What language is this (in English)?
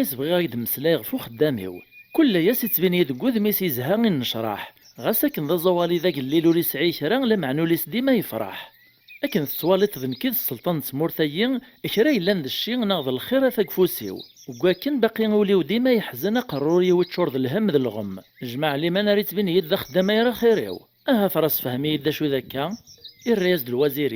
Kabyle